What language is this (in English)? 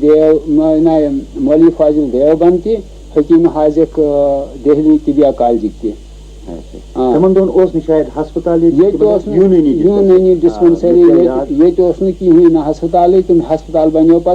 Kashmiri